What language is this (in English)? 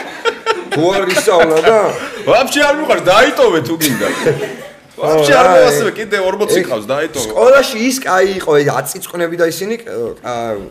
Georgian